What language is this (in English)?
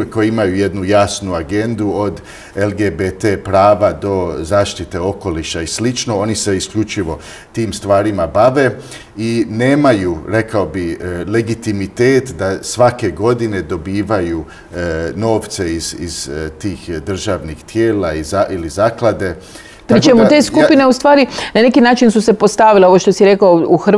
Croatian